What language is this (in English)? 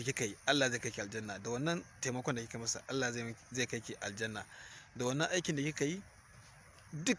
Hausa